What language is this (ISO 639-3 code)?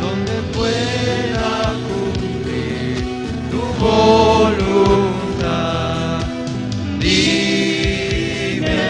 aym